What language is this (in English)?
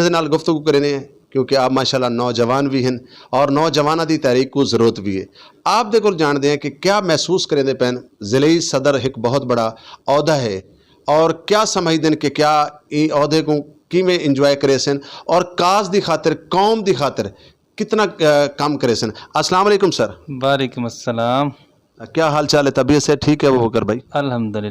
Saraiki